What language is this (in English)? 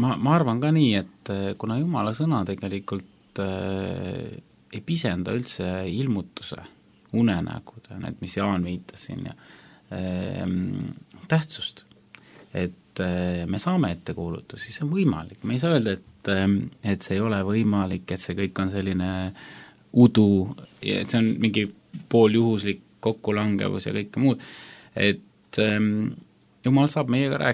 Estonian